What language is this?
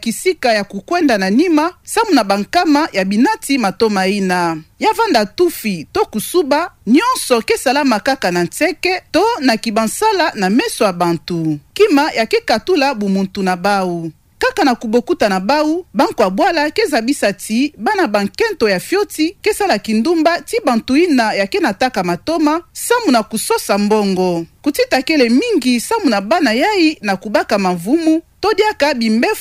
Kituba (Democratic Republic of Congo)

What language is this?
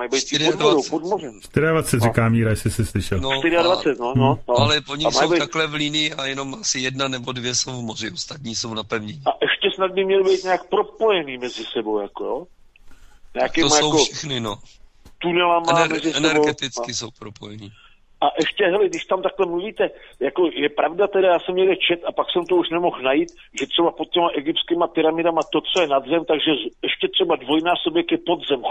Czech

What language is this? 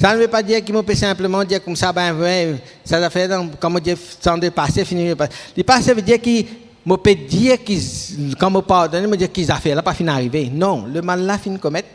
Morisyen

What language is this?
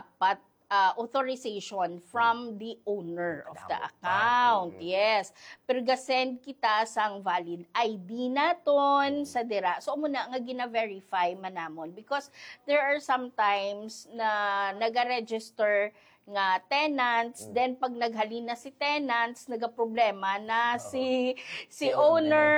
Hiligaynon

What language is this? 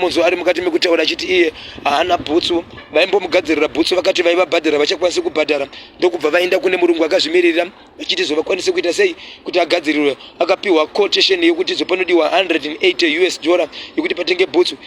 Shona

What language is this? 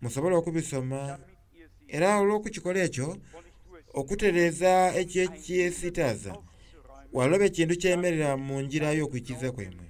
Soga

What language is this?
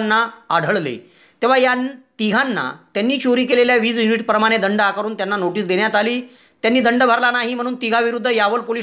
Marathi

